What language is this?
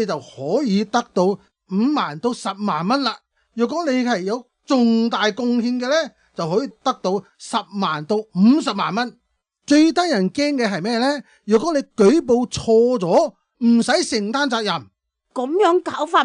Cantonese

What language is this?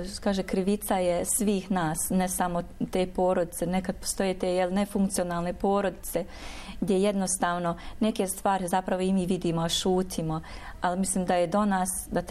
Bosnian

